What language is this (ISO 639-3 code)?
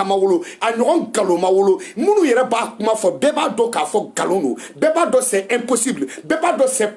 bam